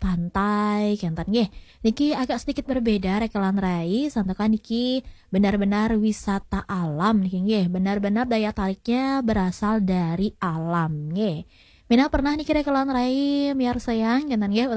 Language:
Balinese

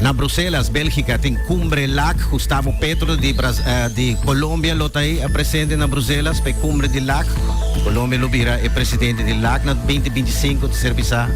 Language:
Papiamento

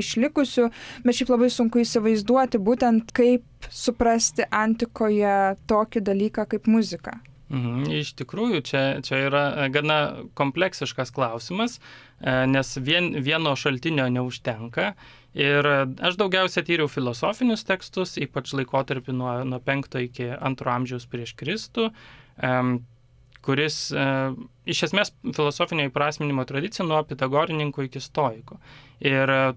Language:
Lithuanian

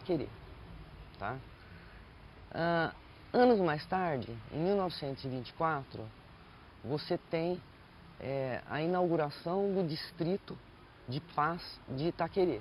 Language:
Portuguese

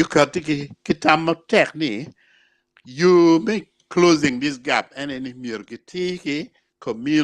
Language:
Acoli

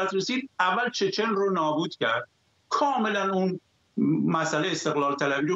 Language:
Persian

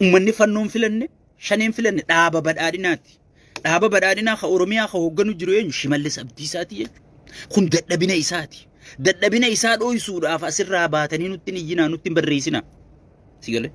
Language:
Oromo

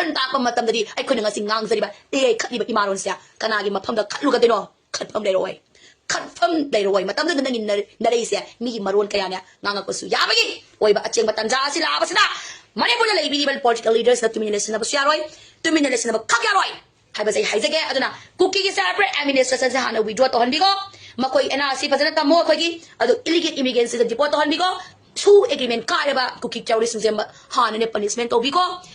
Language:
Manipuri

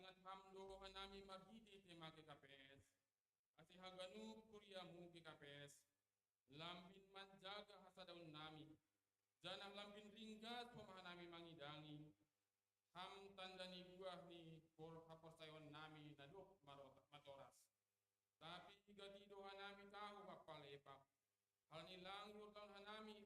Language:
Batak Simalungun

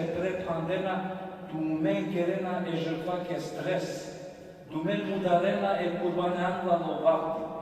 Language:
Balkan Romani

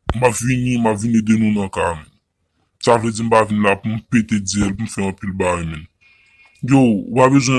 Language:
Haitian Creole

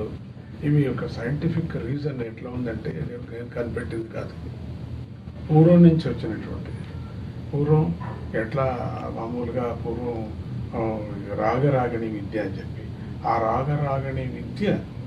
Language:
Telugu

